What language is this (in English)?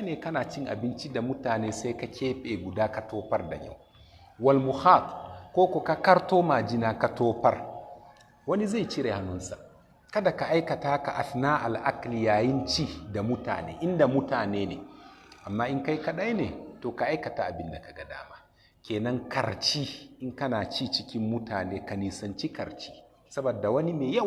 Hausa